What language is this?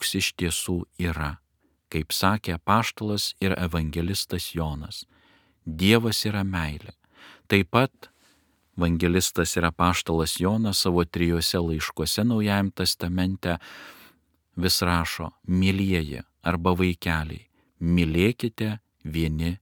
Lithuanian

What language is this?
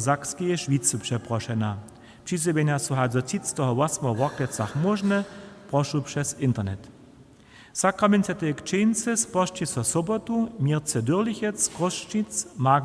Upper Sorbian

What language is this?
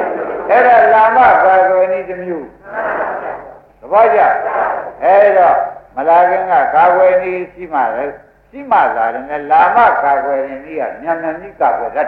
Burmese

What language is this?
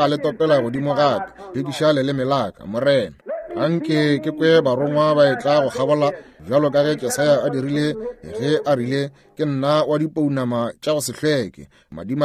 Northern Sotho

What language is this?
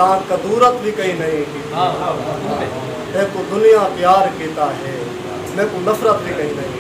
Saraiki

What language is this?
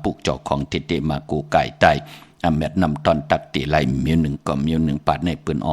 Shan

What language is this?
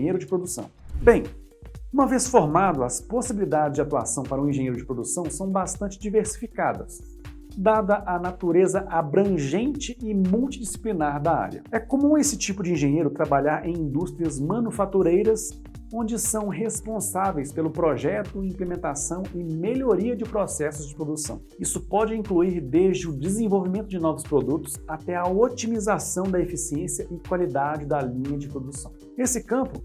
Portuguese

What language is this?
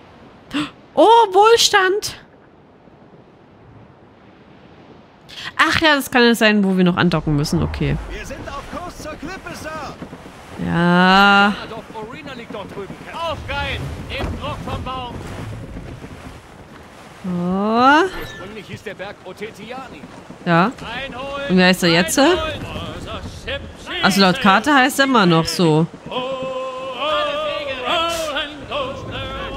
German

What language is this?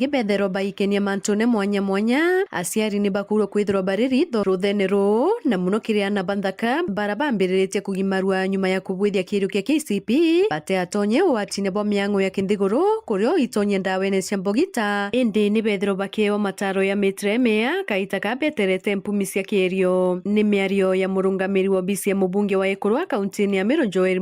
Meru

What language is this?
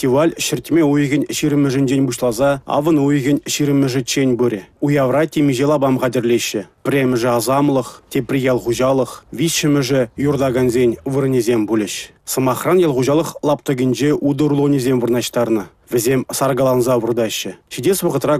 Chuvash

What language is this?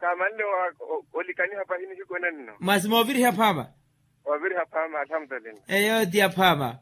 Makhuwa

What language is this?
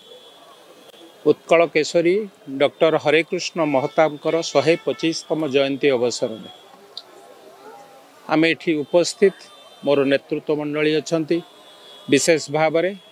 Odia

